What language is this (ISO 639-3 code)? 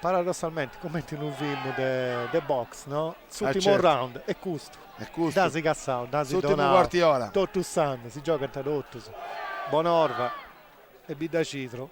srd